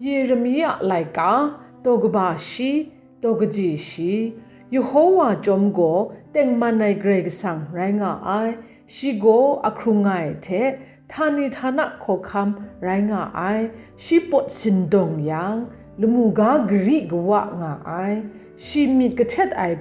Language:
Kachin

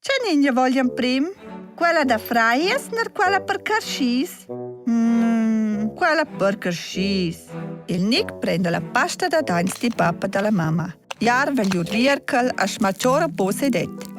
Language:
Romansh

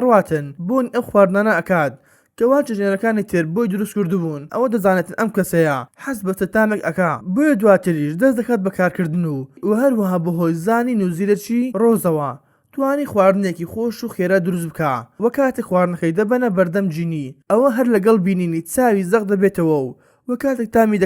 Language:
Central Kurdish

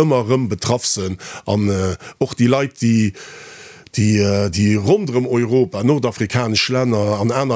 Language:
Luxembourgish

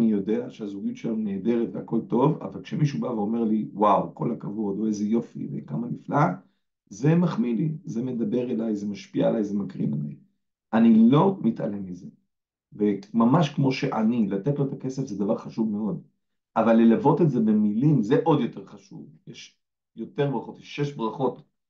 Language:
Hebrew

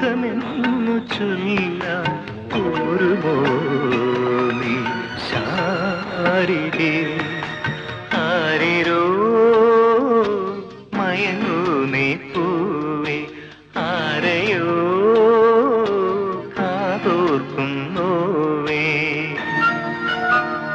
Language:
Malayalam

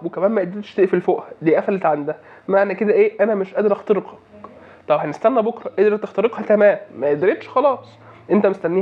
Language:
Egyptian Arabic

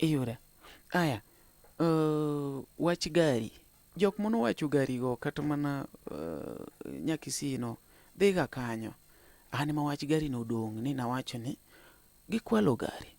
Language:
Luo (Kenya and Tanzania)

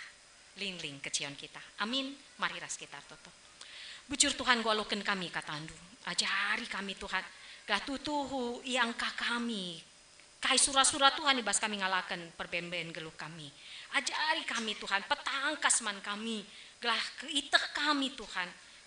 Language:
Batak Karo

